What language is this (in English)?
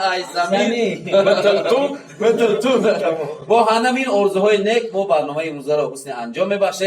Tajik